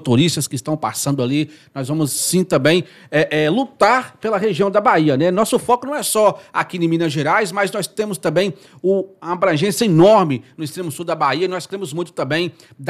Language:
Portuguese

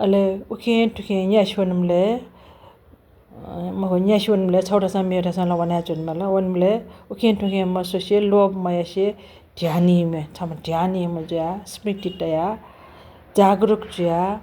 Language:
Newari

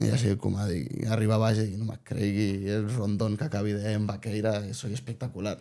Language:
Occitan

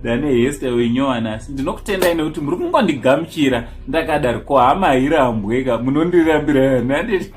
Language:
Shona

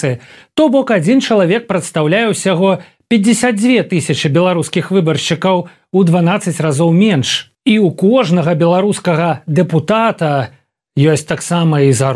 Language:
Belarusian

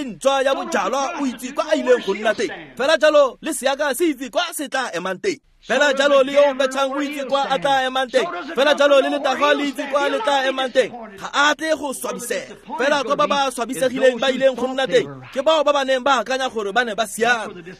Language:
Tswana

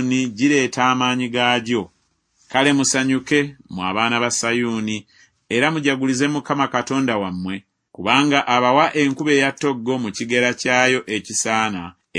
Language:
Ganda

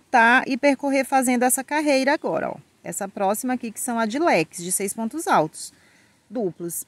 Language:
Portuguese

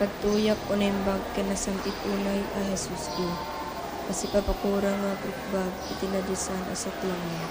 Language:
Iloko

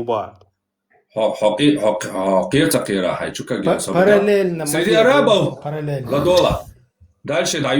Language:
Chechen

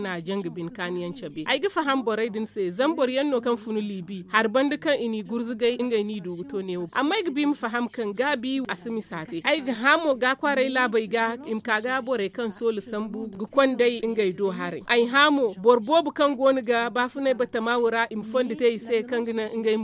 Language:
Zarma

